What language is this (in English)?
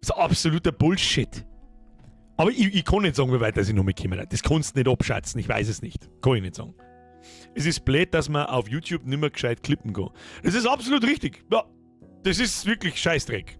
Bavarian